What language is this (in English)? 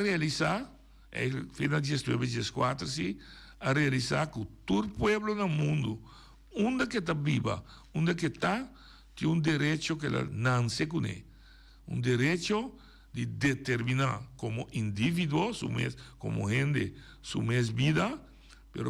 Papiamento